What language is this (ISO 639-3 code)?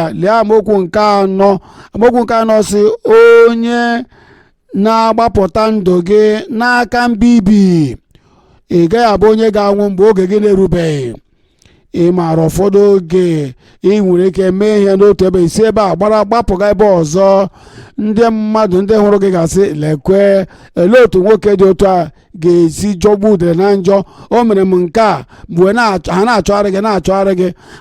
ibo